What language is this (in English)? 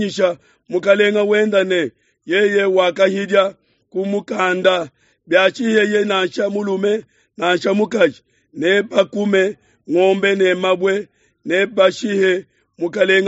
Luba-Lulua